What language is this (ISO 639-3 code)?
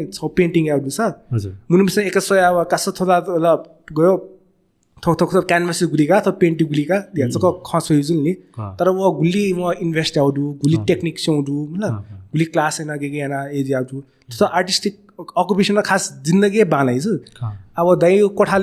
new